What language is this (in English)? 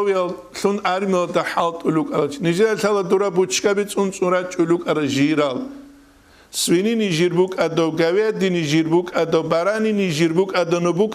Avaric